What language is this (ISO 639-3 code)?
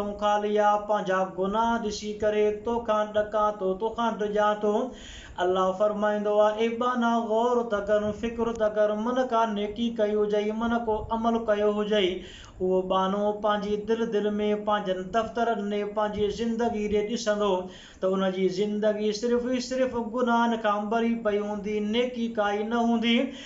snd